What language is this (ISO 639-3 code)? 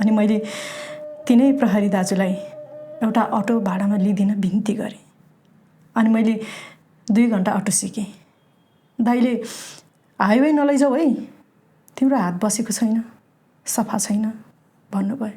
nep